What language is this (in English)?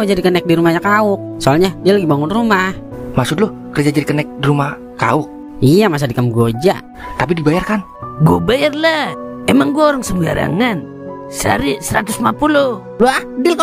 Betawi